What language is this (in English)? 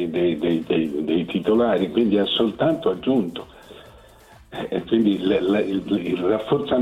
Italian